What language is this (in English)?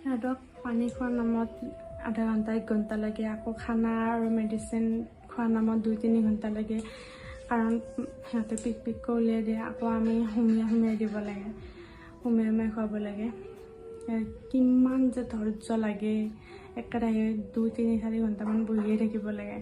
Assamese